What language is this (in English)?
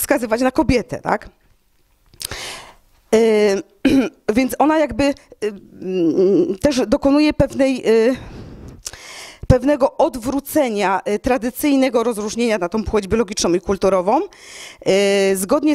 Polish